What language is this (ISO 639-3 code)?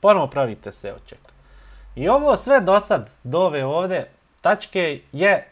bos